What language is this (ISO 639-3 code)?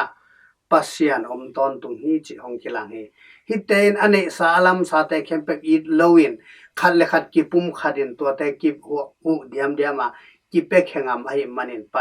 ctd